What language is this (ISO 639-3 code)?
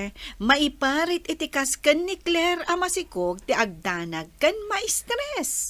ilo